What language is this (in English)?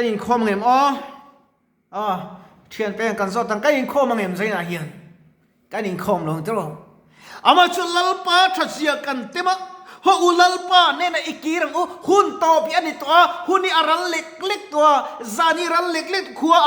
Mizo